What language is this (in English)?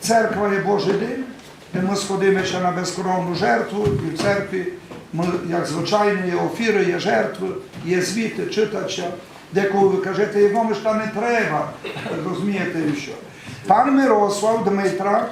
Rusyn